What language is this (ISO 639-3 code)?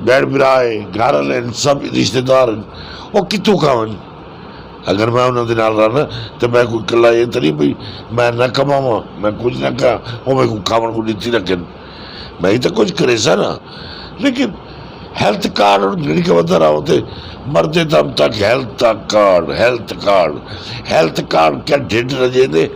skr